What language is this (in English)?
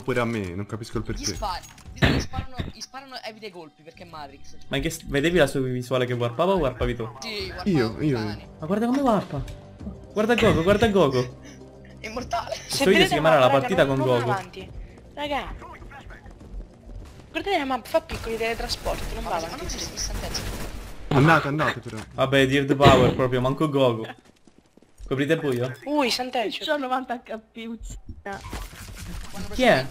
Italian